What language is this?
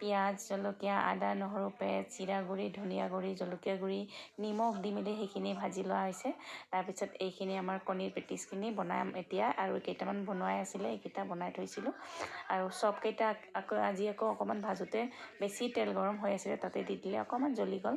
Assamese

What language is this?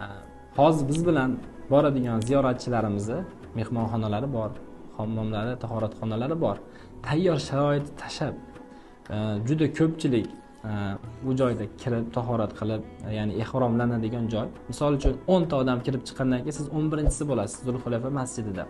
Uzbek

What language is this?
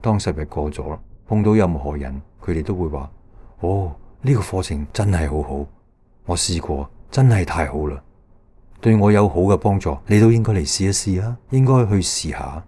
Cantonese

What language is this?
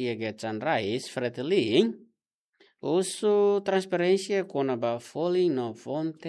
Tetum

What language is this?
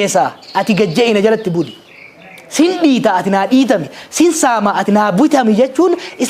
Oromo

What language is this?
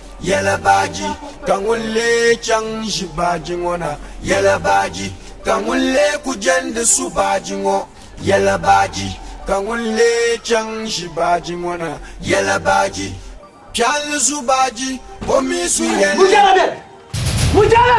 Dagbani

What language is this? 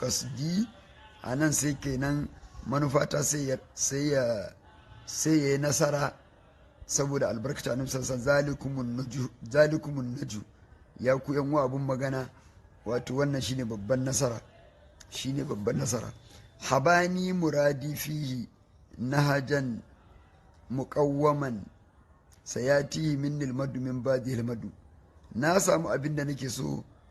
Hausa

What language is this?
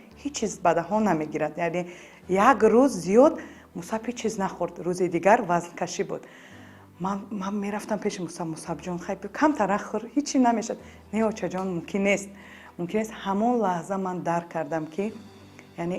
Tajik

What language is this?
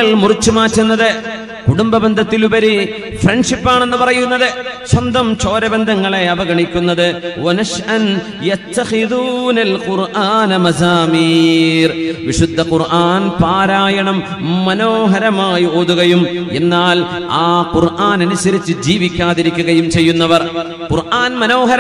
Malayalam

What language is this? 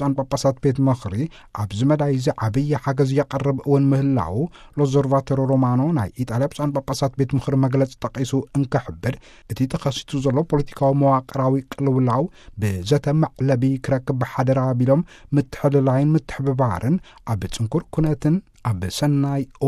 Tigrinya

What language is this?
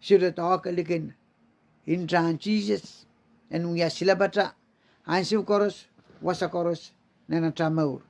Pohnpeian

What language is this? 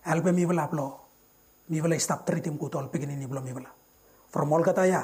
Bislama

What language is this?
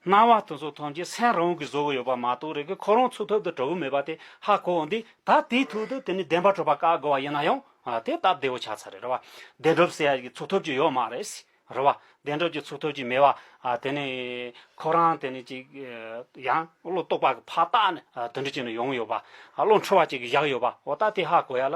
Tibetan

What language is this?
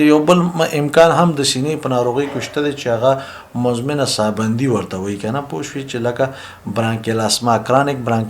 Pashto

